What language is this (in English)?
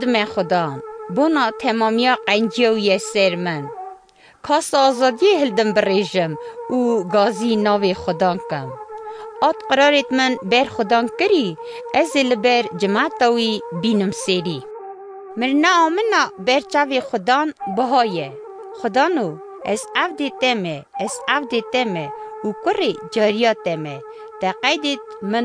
Kurdish